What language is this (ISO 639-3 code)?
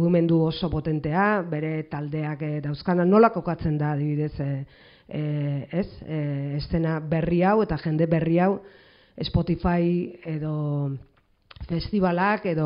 eus